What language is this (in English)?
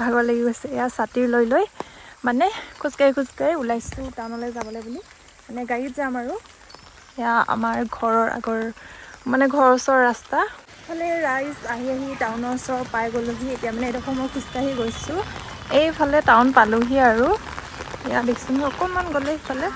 Assamese